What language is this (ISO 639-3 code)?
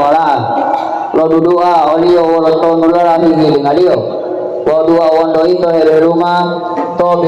gor